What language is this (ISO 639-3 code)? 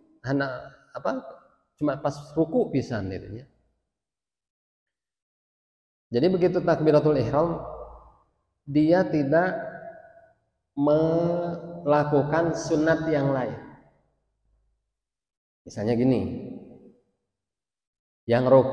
ind